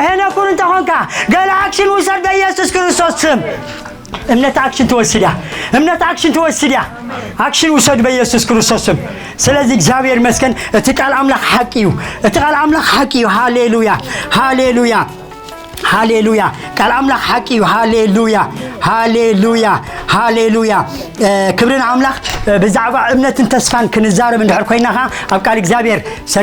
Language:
Tigrinya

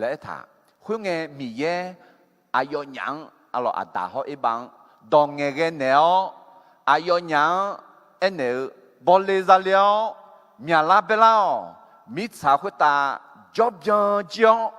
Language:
Akha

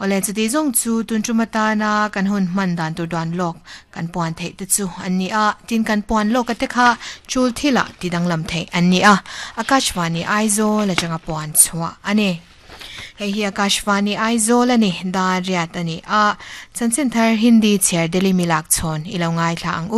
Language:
Mizo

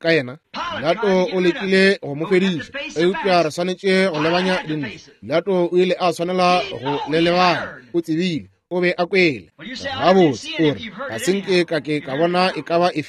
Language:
Northern Sotho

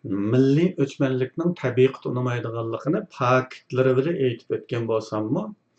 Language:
Uyghur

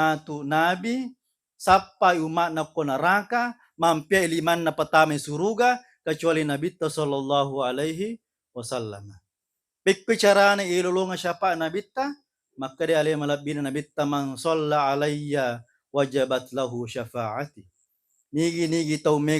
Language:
Buginese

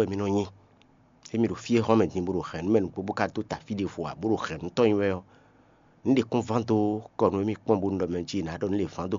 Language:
Fon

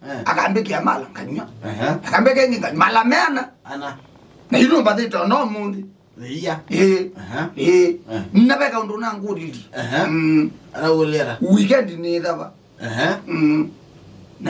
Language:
Kamba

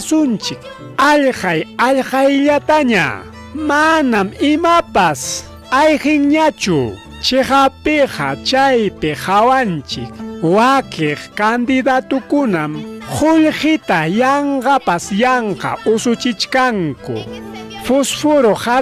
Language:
Ayacucho Quechua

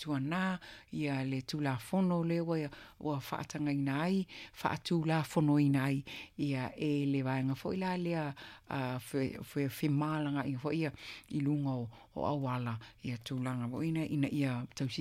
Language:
Samoan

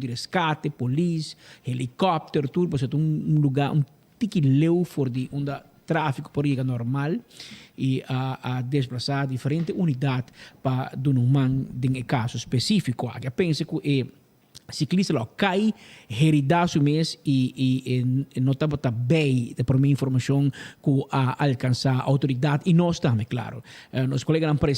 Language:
Papiamento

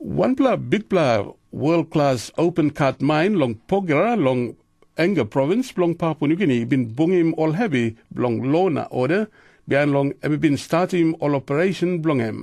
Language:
Tok Pisin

